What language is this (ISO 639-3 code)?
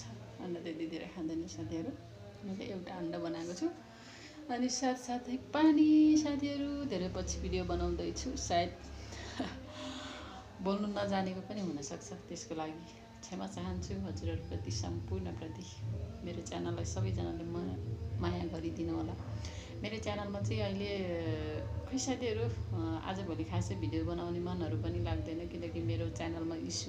nep